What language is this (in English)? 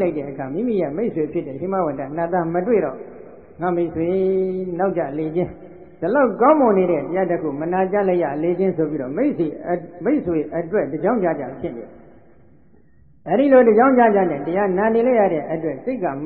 Burmese